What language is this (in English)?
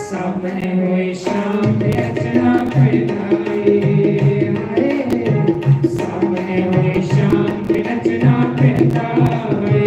Dogri